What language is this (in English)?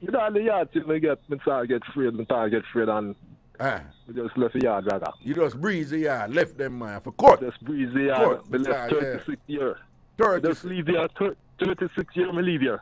Jamaican Creole English